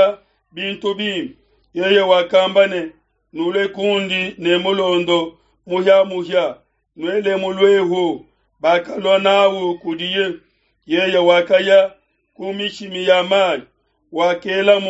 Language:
Luba-Lulua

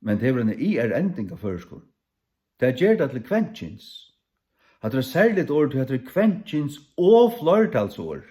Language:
Faroese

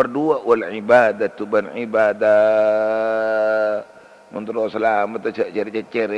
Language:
Madurese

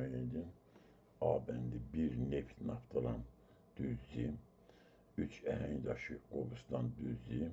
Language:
Azerbaijani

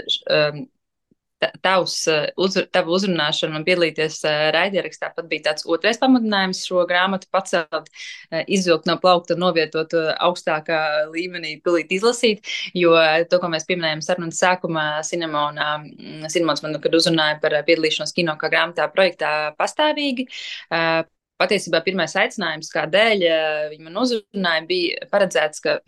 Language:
Latvian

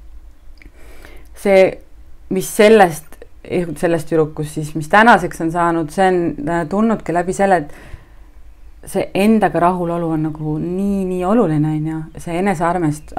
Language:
Estonian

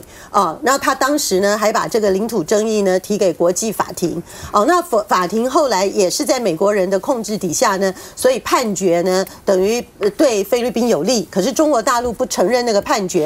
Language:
Chinese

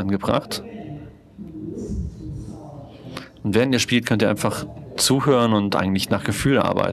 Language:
German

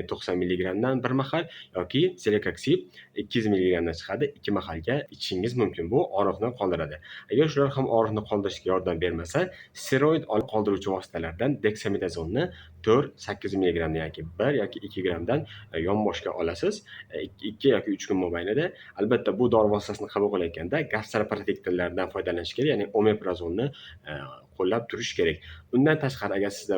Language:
Uzbek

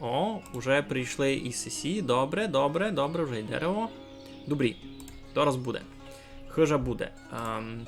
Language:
Rusyn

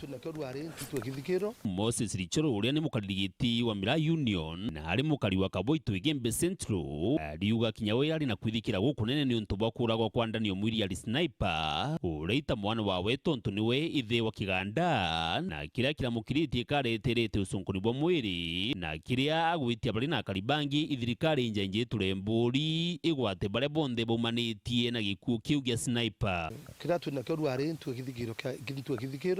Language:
Meru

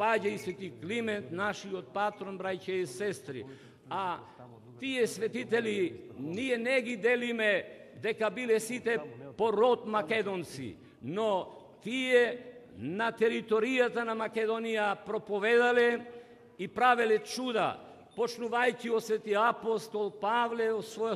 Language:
Macedonian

